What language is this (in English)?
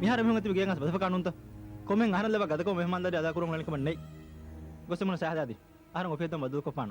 Divehi